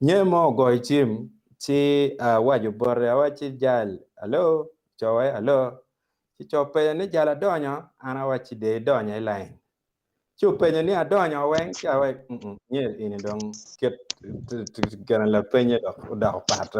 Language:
Acoli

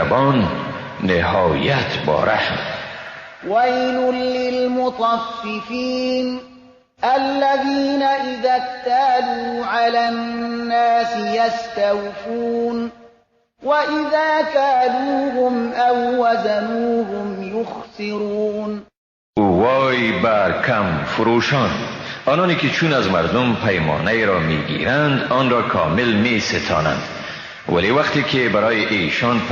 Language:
Persian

